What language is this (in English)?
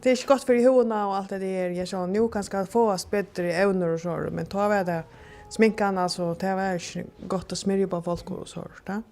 Faroese